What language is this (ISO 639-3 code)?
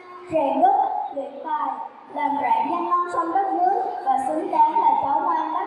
vie